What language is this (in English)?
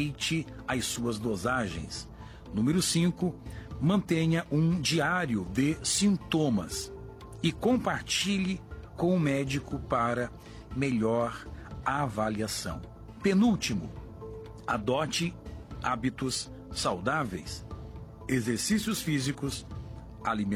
Portuguese